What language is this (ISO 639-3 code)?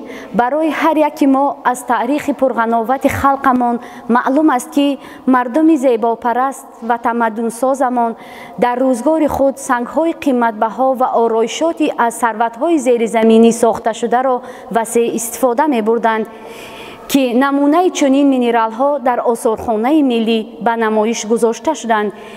tgk